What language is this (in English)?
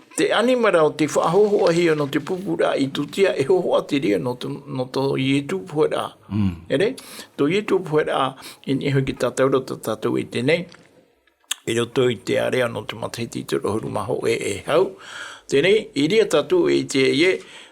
Tahitian